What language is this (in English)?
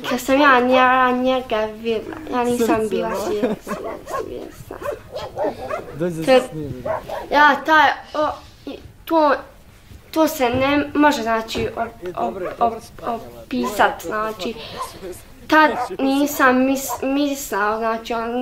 Bosnian